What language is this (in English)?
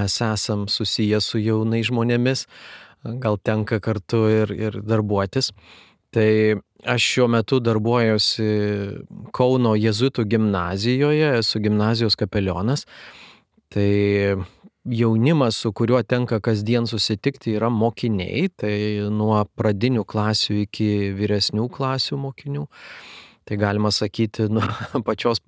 Lithuanian